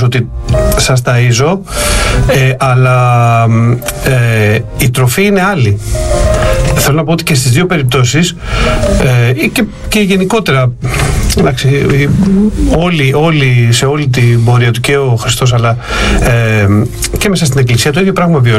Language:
Greek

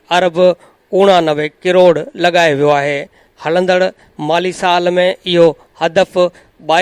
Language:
Sindhi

